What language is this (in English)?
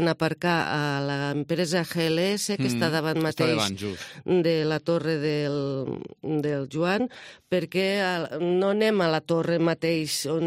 Catalan